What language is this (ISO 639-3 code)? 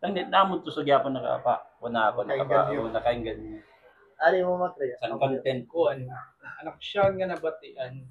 war